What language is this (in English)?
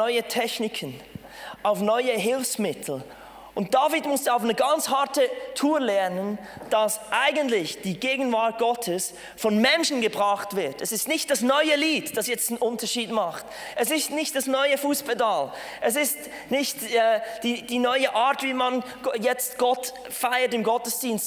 Swiss German